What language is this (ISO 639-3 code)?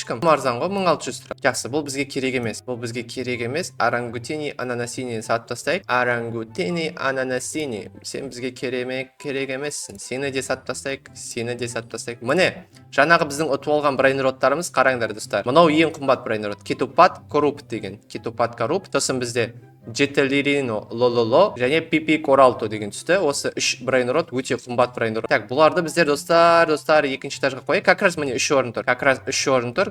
kaz